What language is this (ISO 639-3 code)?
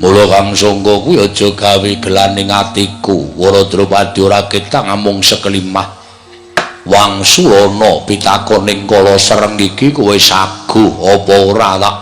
jav